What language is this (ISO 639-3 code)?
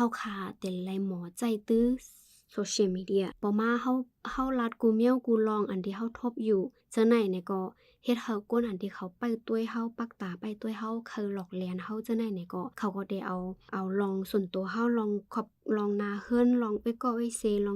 shn